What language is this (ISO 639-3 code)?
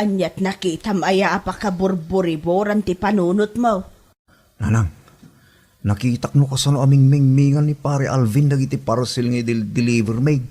ilo